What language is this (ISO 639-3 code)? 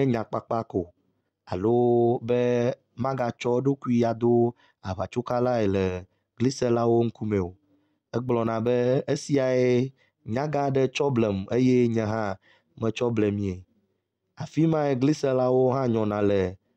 ewe